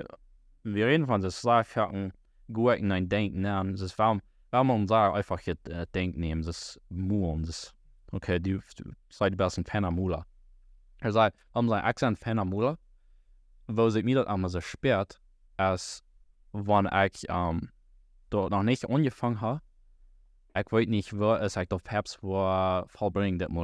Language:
Plautdietsch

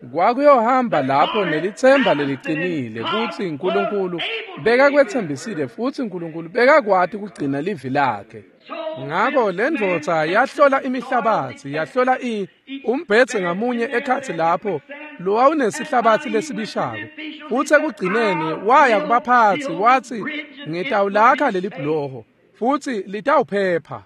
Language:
Swati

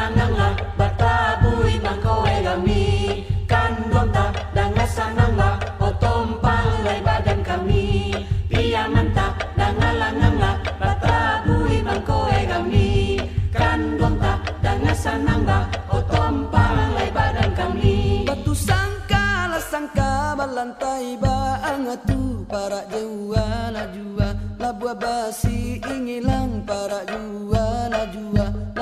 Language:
Minangkabau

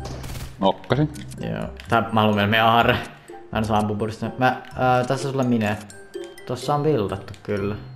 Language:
Finnish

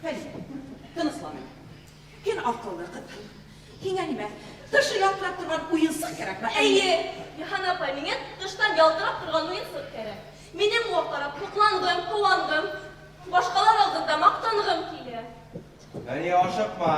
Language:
Bashkir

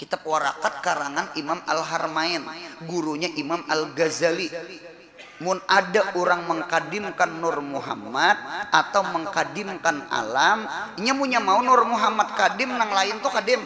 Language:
Banjar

